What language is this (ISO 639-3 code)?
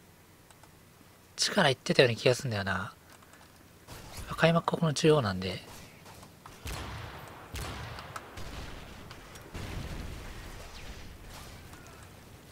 jpn